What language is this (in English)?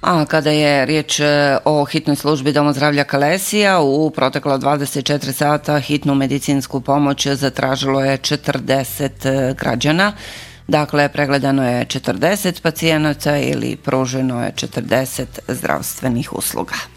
Bosnian